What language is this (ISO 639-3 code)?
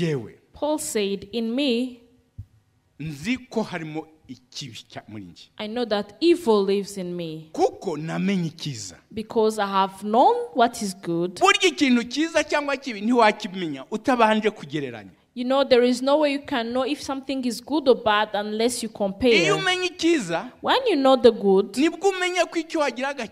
kin